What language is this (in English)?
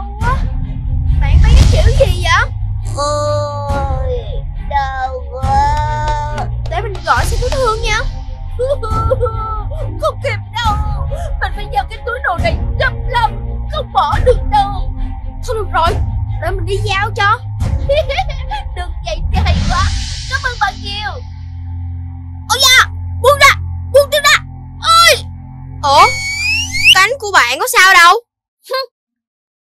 Vietnamese